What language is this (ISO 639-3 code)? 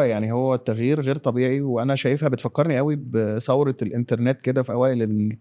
arz